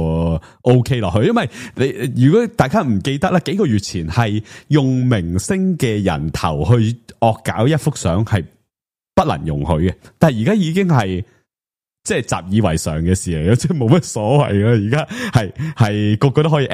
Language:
Cantonese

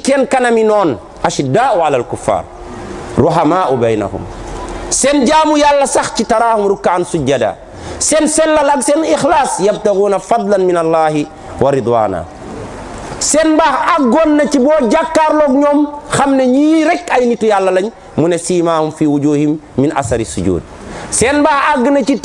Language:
Wolof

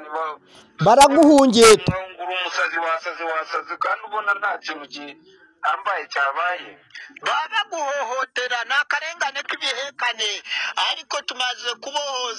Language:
Kinyarwanda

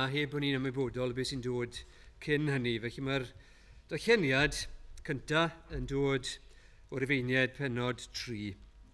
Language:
Welsh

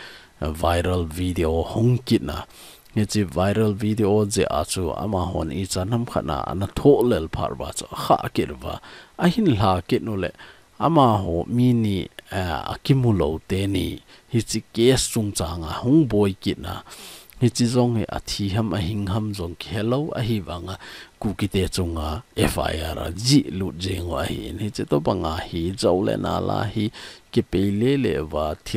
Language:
Thado Chin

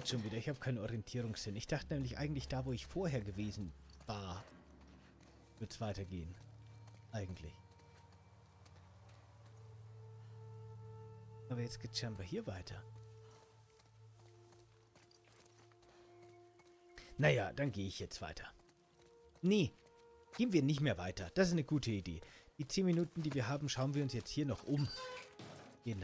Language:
German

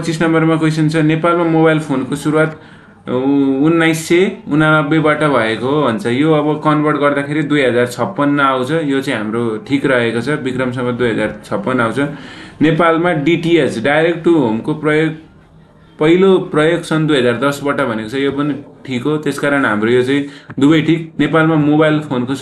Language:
Nepali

